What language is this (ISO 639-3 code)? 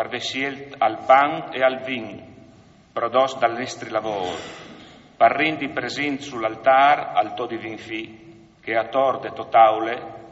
fur